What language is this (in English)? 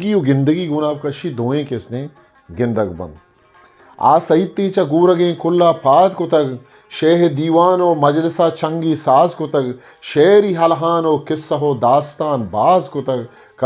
Eastern Balochi